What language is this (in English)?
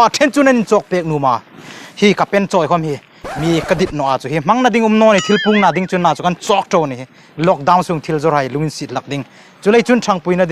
Hmar